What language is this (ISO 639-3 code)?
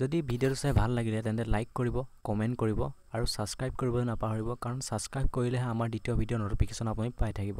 asm